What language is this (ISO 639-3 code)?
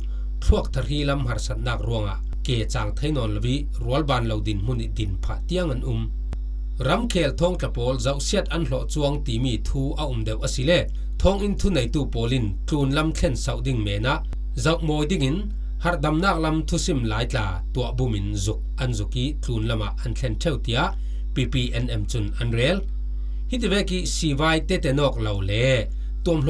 cfm